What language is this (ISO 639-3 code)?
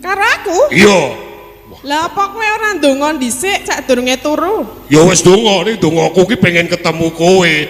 jav